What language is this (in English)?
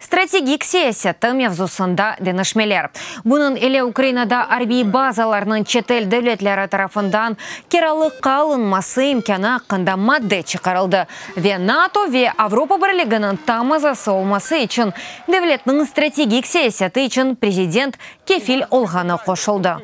Crimean Tatar